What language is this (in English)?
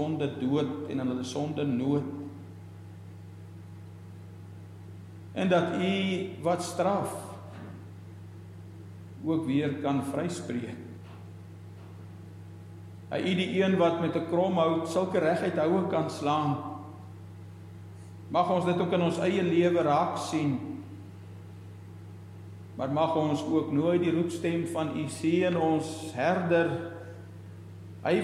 Afrikaans